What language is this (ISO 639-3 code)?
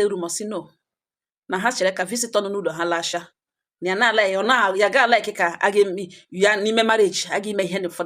ibo